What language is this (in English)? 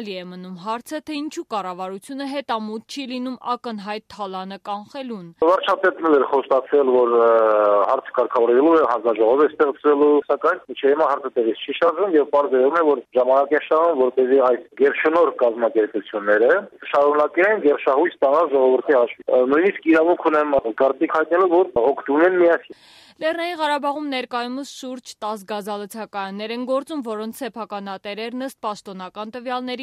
Armenian